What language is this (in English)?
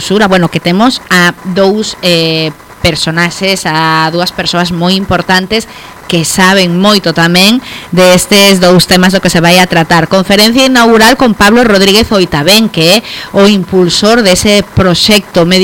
Galician